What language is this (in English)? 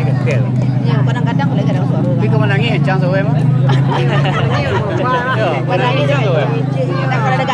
Minangkabau